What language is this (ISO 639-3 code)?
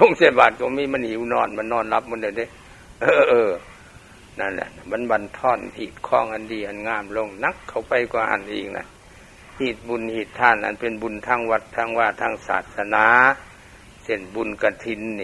lao